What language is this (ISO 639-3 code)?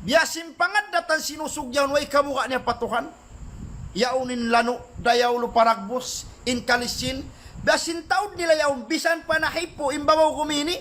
tsg